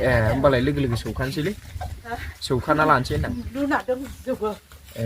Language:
Bodo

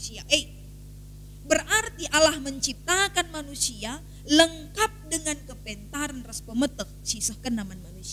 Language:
Batak Karo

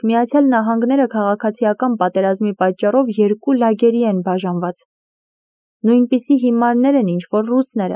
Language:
Armenian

